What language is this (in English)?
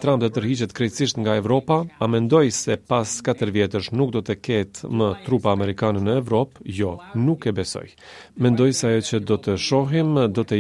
Albanian